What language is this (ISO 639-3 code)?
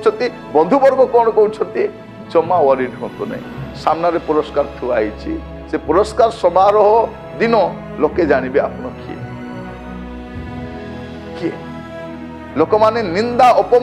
ori